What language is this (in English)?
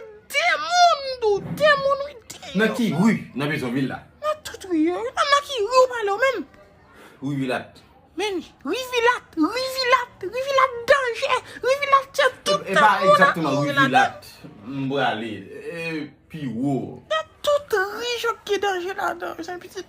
Haitian Creole